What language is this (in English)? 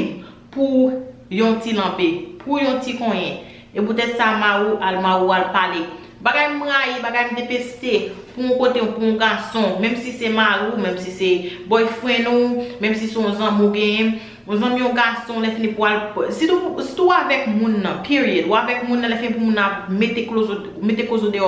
Haitian Creole